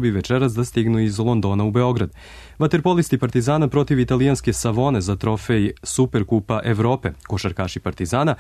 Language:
Serbian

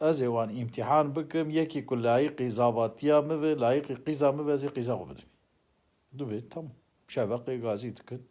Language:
Kurdish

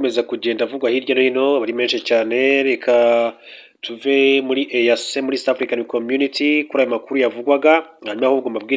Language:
Kinyarwanda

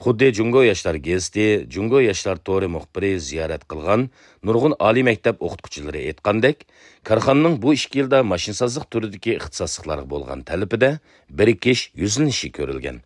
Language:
Uyghur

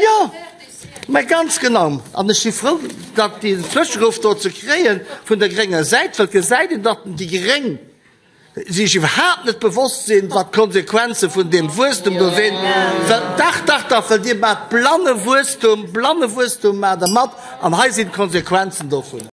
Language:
Luxembourgish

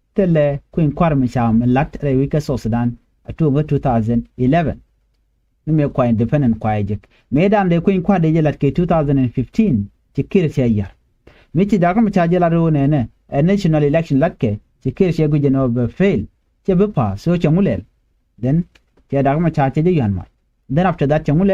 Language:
Nuer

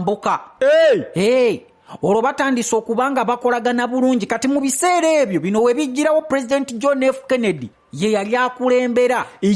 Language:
Ganda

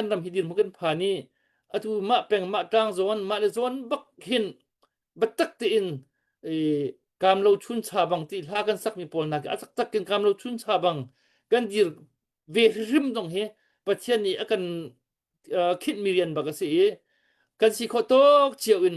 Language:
Hakha Chin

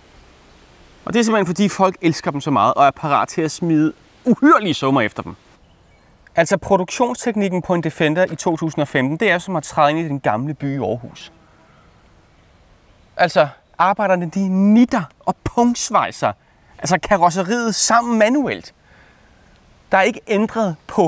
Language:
Danish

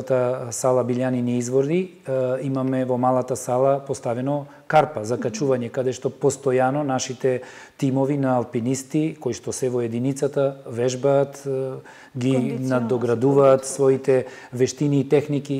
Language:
Macedonian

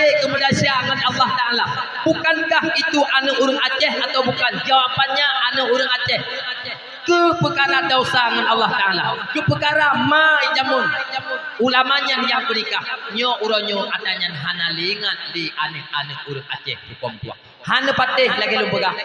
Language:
Achinese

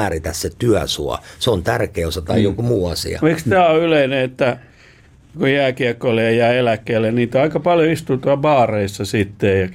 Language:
Finnish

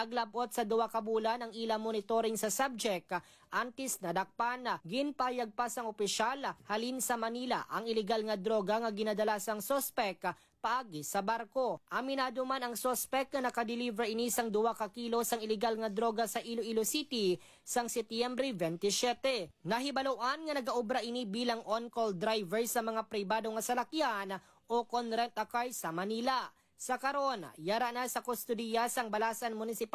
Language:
Hiligaynon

